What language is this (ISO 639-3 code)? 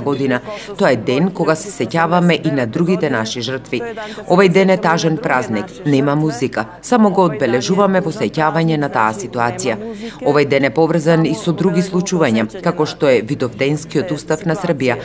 mkd